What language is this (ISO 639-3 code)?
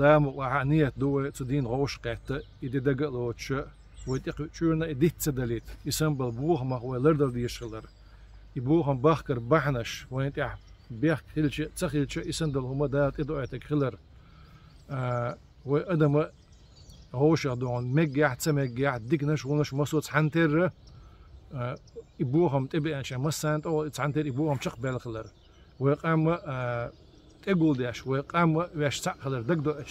che